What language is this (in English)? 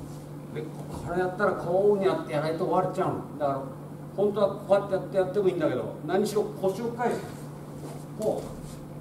Japanese